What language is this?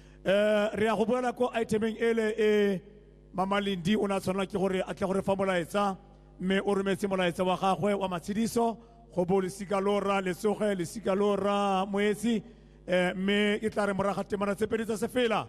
Tswana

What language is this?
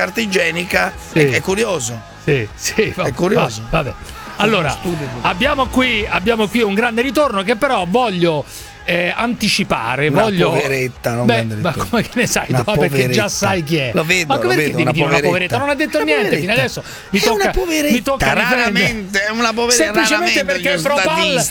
Italian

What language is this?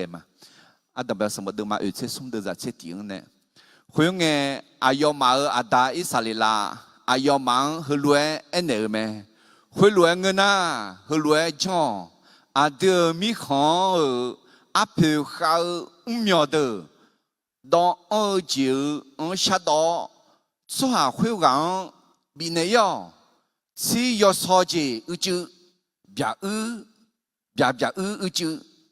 Akha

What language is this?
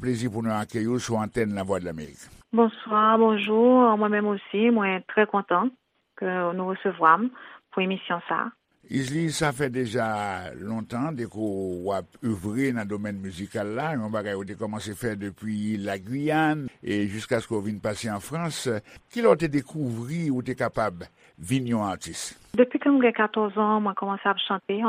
Haitian Creole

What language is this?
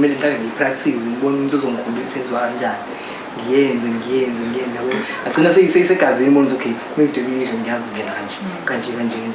Zulu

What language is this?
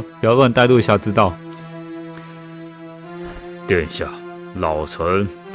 Chinese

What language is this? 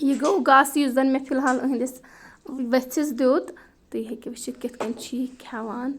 Kashmiri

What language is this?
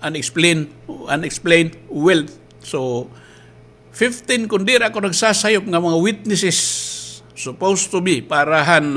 Waray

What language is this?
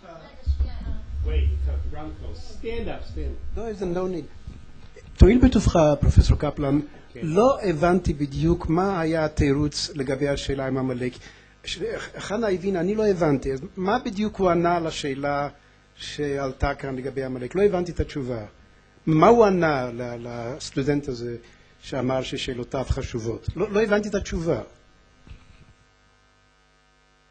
Hebrew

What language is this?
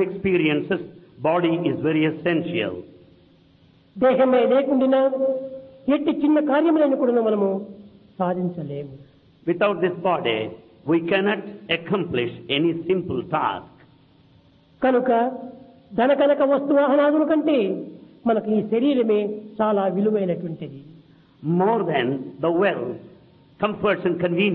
Telugu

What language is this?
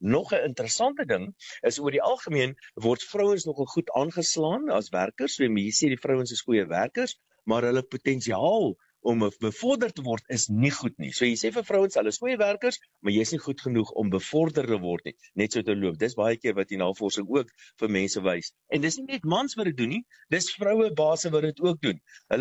Afrikaans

